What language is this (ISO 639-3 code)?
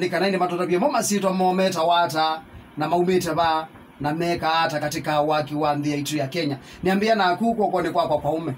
kam